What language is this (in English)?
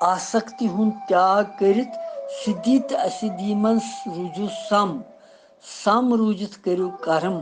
Kashmiri